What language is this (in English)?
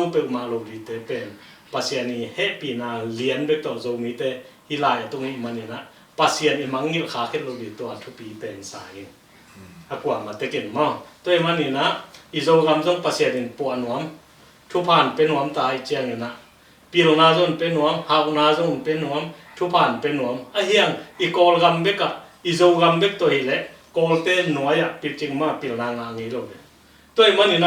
Tedim Chin